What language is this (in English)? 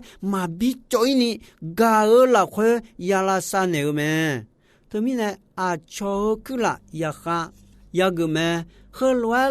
Akha